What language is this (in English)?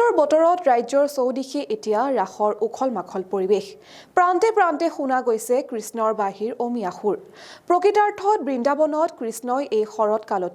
Assamese